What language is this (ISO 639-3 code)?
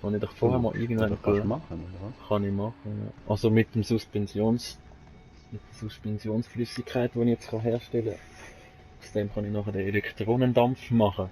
gsw